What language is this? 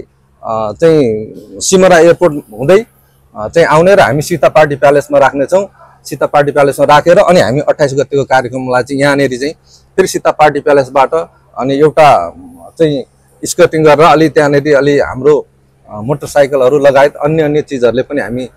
Nepali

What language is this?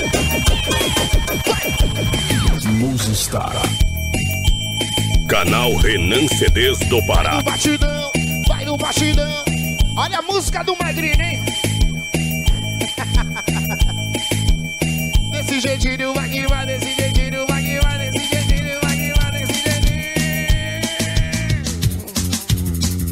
Portuguese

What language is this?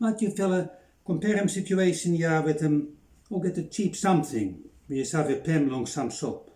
Bislama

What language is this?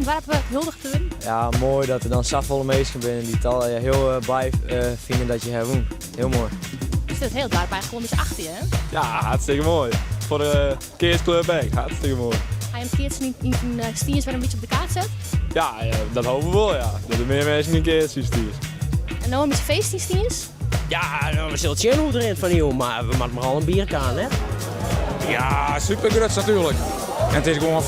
Western Frisian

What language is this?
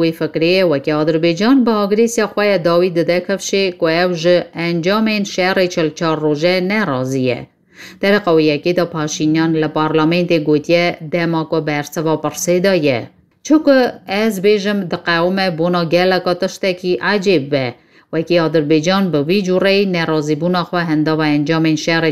Kurdish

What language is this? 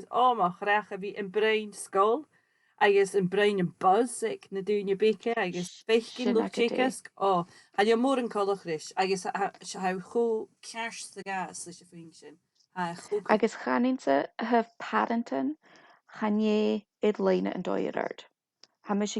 Scottish Gaelic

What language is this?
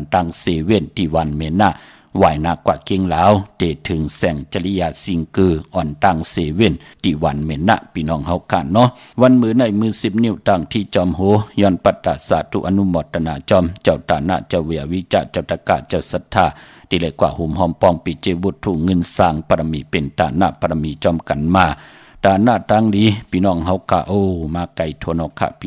Shan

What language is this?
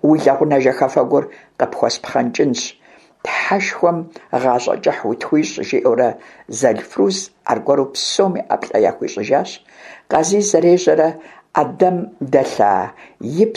Kabardian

